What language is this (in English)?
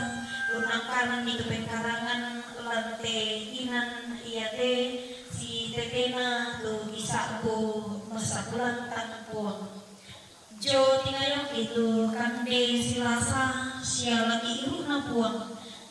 Toraja-Sa'dan